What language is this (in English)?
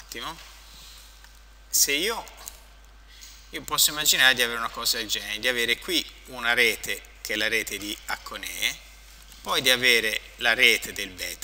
Italian